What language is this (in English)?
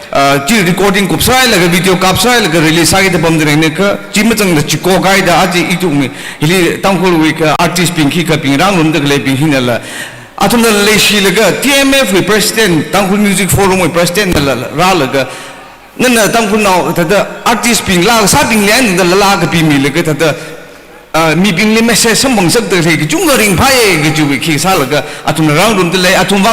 Tangkhul Naga (India)